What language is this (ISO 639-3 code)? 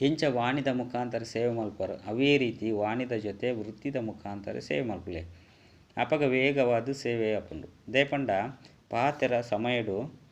tcy